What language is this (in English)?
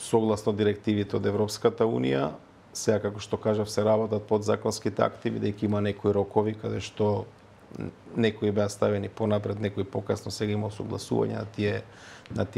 Macedonian